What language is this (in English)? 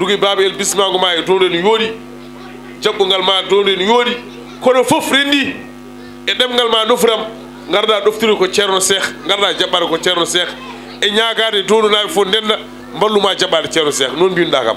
Fula